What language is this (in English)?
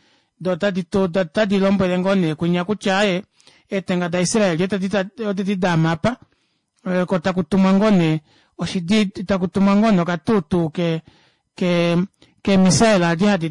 Kuanyama